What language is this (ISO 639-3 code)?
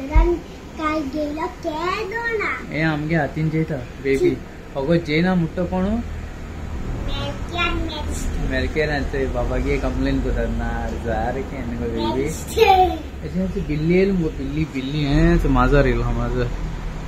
kok